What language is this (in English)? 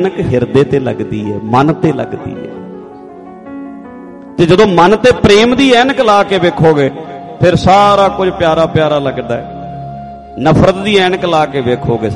Punjabi